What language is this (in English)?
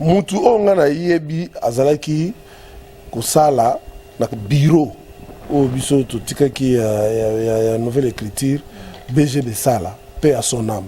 Lingala